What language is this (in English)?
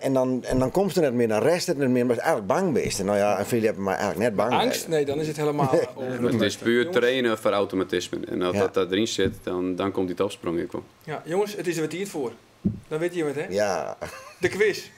Western Frisian